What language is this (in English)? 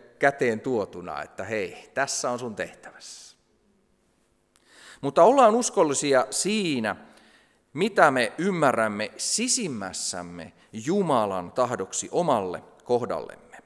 Finnish